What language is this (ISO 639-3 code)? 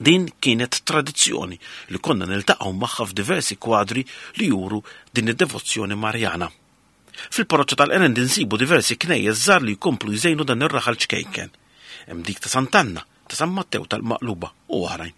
mlt